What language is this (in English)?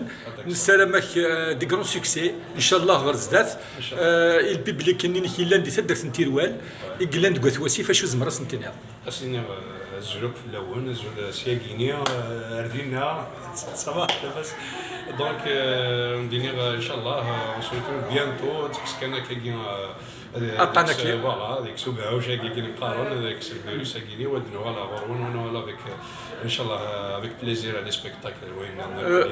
Kabyle